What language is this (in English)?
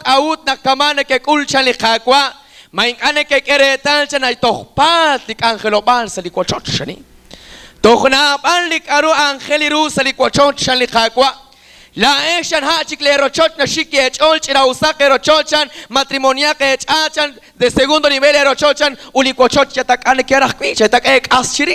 Kekchí